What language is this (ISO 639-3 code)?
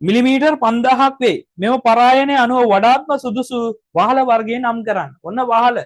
sin